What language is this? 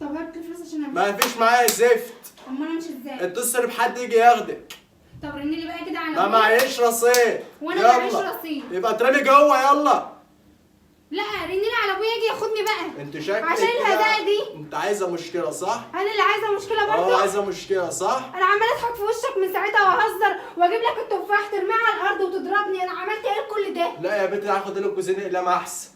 Egyptian Arabic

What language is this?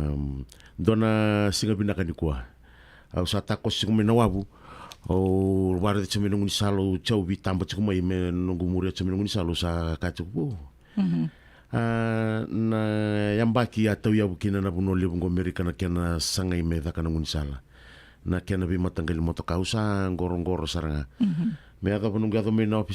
Fijian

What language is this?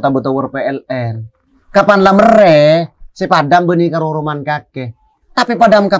Madurese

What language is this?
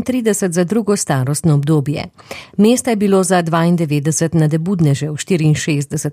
Slovenian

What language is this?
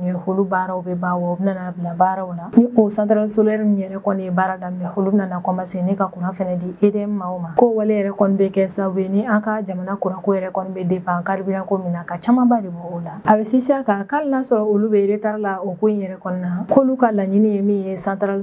Bambara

